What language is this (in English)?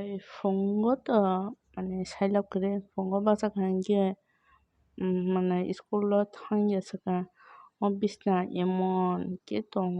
Kok Borok